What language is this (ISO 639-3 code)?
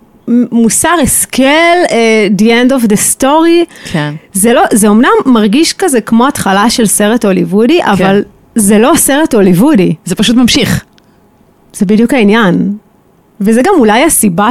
heb